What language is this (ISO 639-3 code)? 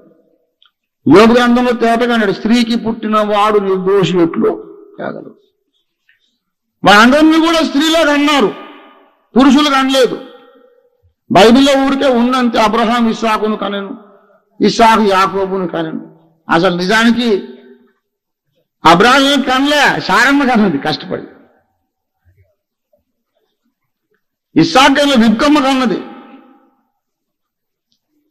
tel